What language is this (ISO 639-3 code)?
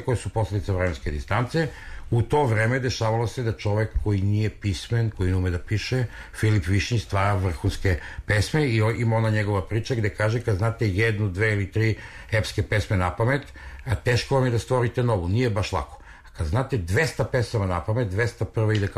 srp